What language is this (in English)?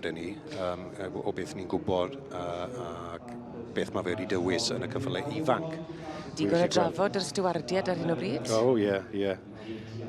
Welsh